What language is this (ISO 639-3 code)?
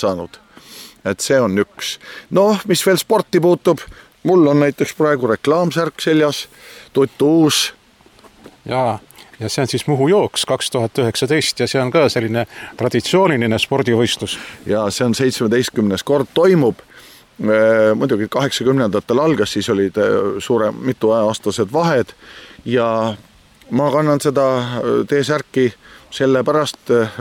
est